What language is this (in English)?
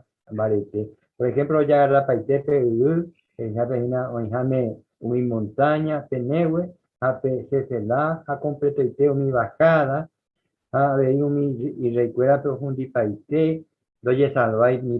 Guarani